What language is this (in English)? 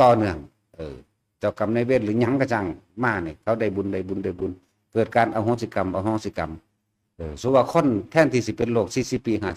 Northeastern Thai